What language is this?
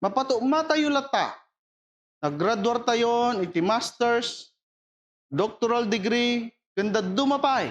Iloko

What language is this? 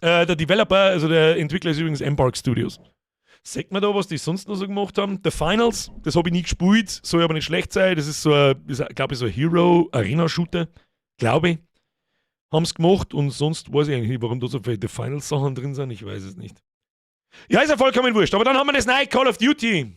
Bavarian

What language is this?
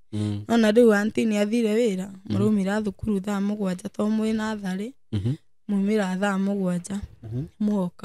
Kikuyu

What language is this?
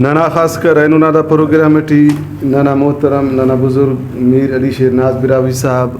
Brahui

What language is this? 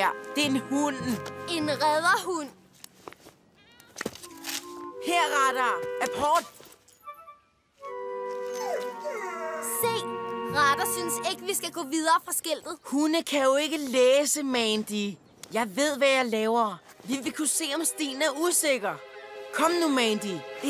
Danish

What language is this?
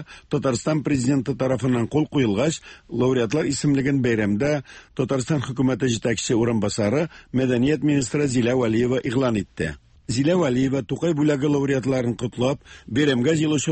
Tatar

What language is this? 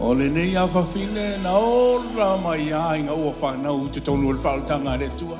Samoan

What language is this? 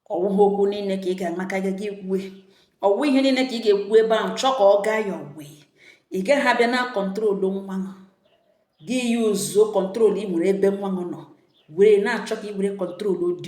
Igbo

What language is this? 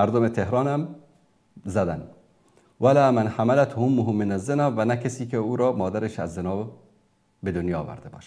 Persian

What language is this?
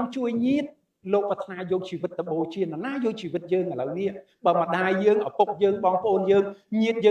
Khmer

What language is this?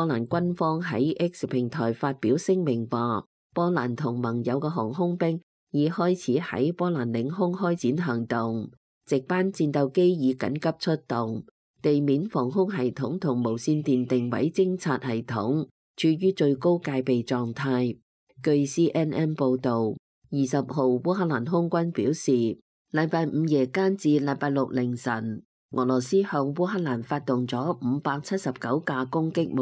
Cantonese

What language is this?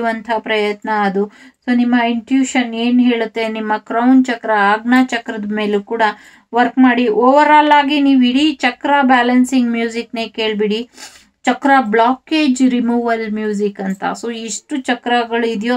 Kannada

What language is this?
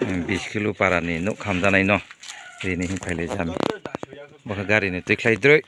Riang (India)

